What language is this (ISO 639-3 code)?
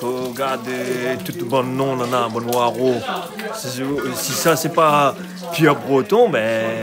rcf